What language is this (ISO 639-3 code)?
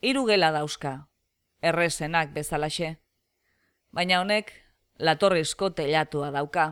eus